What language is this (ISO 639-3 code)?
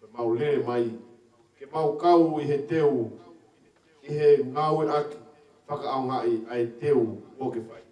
ton